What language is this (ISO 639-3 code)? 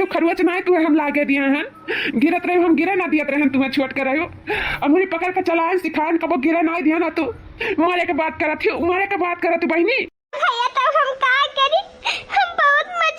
awa